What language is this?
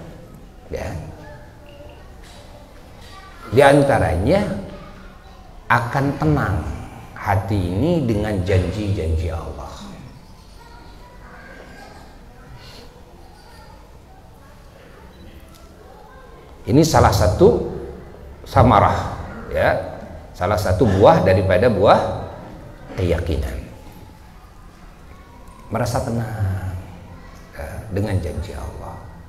Indonesian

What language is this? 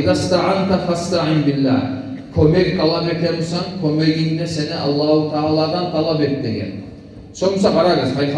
Kumyk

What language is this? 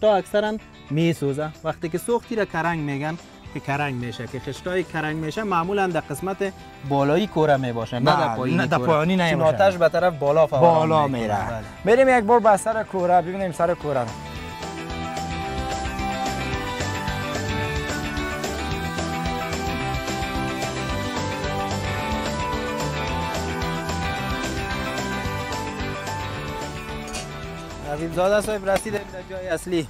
Persian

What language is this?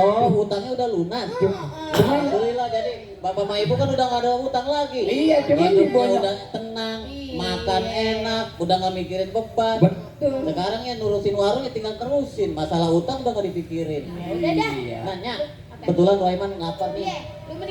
Betawi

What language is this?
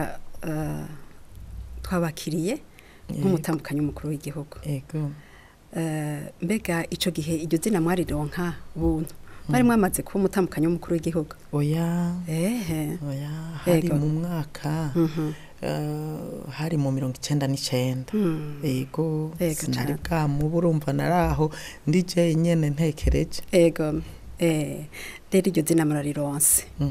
Rundi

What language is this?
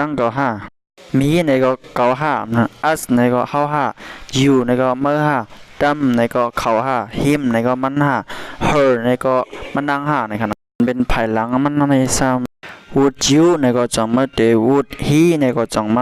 Shan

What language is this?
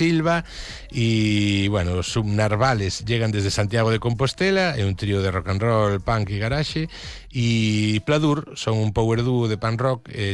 Galician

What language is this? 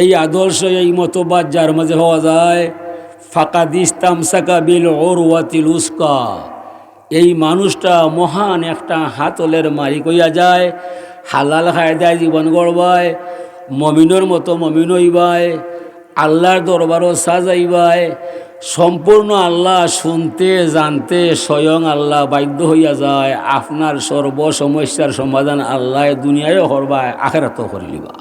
Sylheti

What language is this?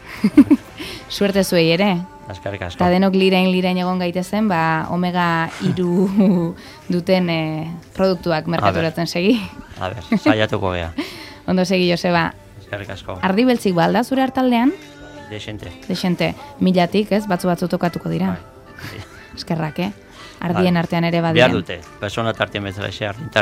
Basque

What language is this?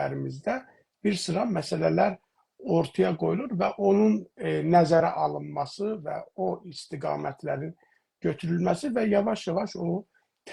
South Azerbaijani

